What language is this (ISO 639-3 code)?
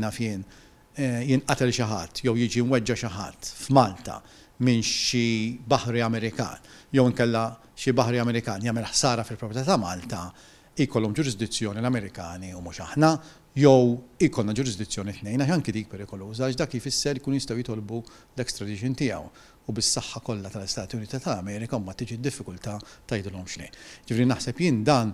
mlt